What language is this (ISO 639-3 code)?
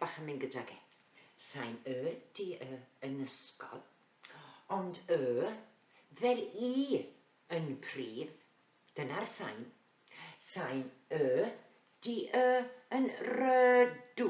cym